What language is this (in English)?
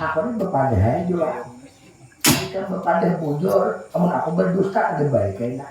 Banjar